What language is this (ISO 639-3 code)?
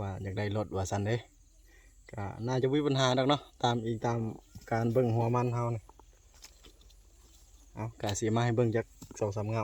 lao